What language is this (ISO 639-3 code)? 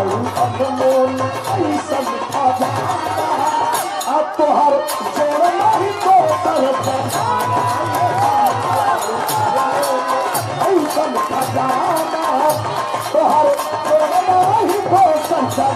bho